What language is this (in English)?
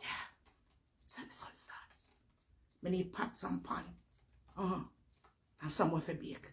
Jamaican Creole English